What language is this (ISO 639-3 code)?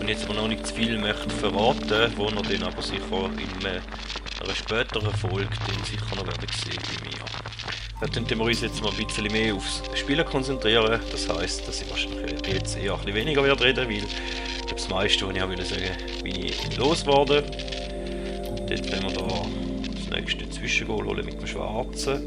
gsw